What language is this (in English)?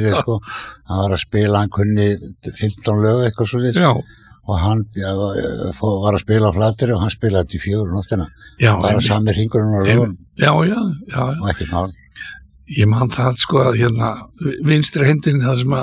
Icelandic